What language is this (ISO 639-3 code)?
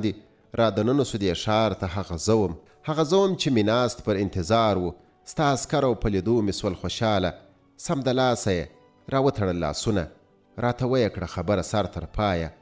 pus